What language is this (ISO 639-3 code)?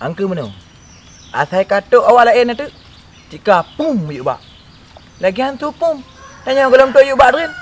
ace